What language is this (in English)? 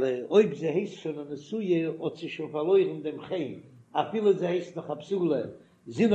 Yiddish